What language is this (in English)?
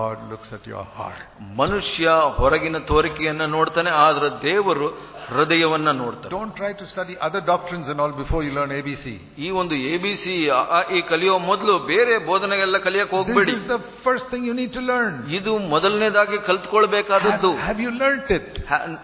Kannada